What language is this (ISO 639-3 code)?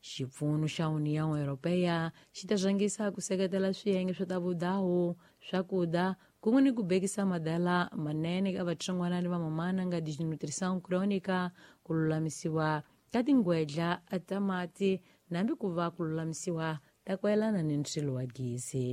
tso